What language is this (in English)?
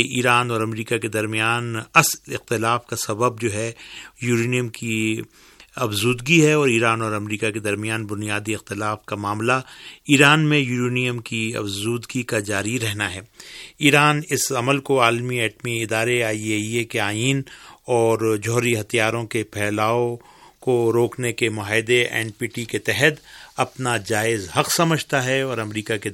Urdu